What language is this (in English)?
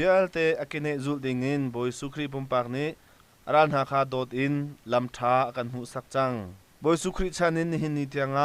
Hakha Chin